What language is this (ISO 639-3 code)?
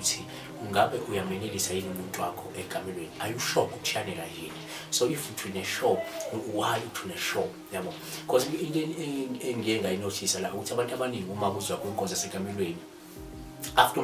zul